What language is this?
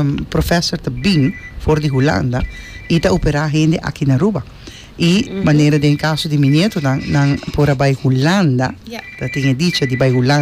Papiamento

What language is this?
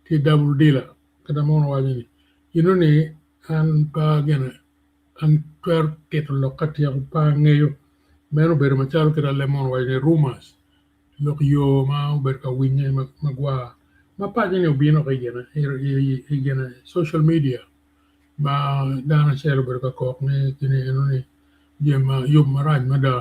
Acoli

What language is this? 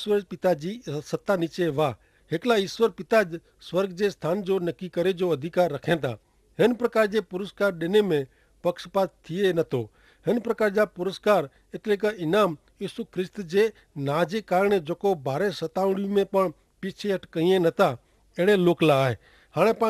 Kachhi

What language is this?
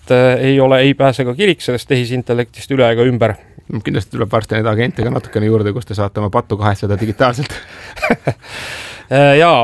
Estonian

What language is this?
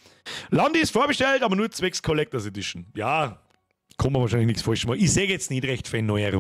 Bavarian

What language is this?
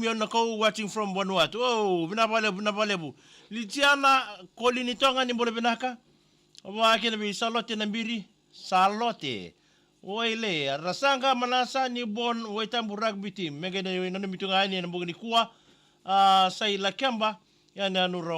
Fijian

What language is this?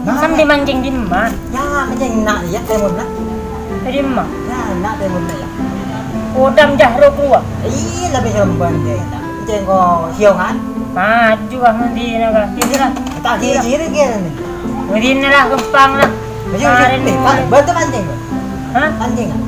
Madurese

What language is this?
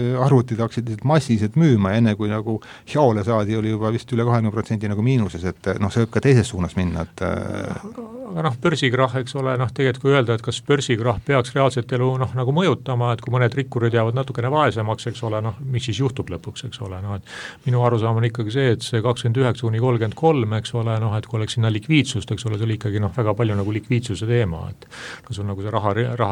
Estonian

